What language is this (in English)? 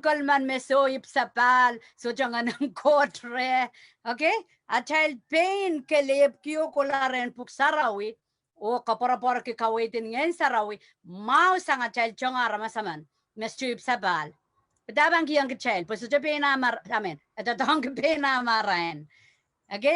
Pohnpeian